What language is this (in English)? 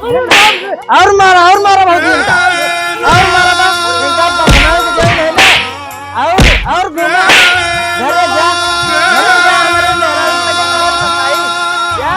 Awadhi